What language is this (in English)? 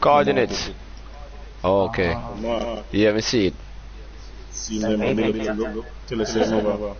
Jamaican Creole English